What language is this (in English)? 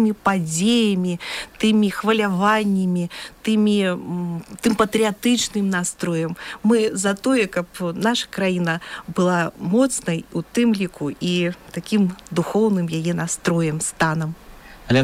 Belarusian